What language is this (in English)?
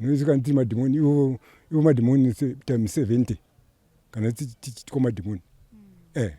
Shona